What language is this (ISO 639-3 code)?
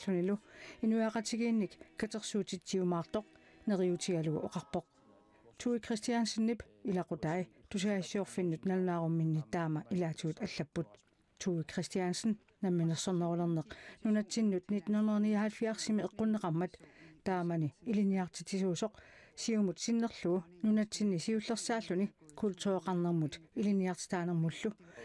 kal